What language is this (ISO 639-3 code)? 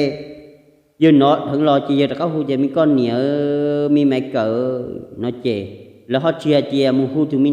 hmn